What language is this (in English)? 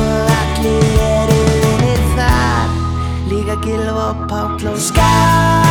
Icelandic